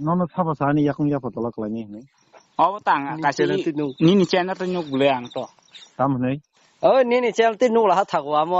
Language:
Kok Borok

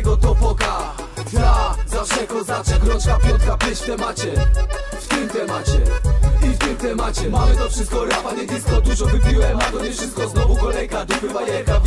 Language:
Polish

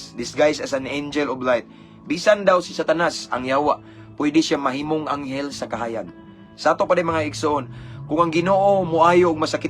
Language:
Cebuano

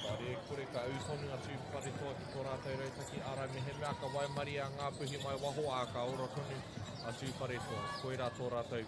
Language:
Māori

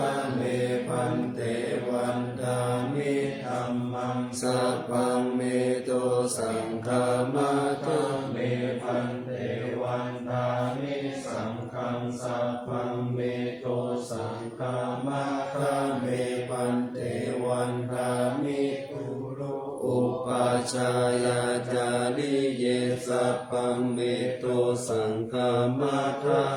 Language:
Pali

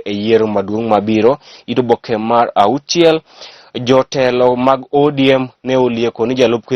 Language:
Luo (Kenya and Tanzania)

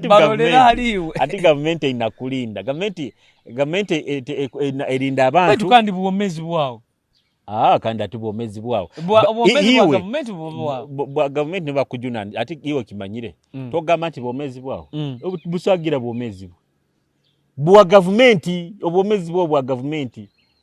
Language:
Nyoro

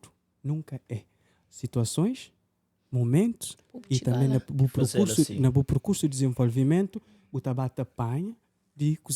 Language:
Kabuverdianu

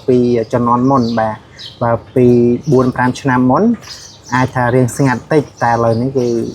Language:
Khmer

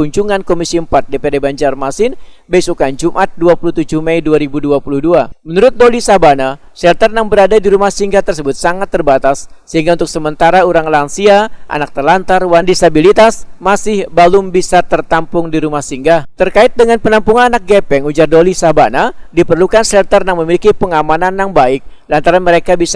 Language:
Banjar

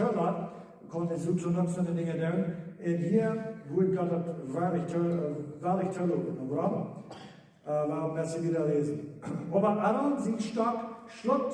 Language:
Plautdietsch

